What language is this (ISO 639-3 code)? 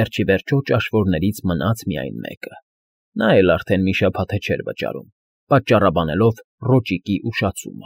hye